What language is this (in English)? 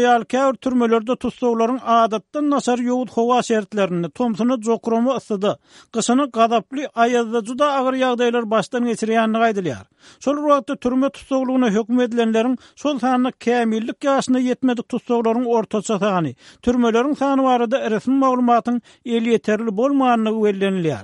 Turkmen